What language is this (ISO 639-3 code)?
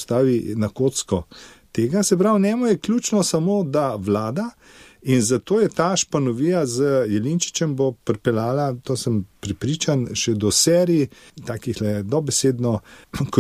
slv